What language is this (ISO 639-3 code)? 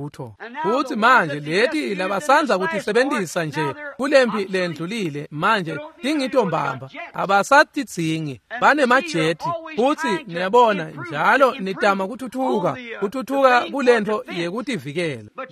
ssw